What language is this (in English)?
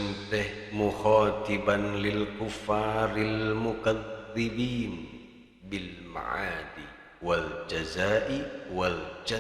Sundanese